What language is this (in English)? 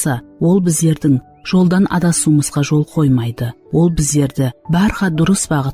Kara-Kalpak